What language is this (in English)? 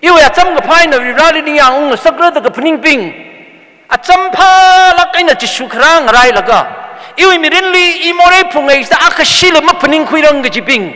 Tangkhul Naga (India)